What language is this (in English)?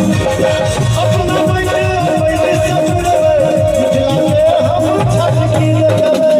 Maithili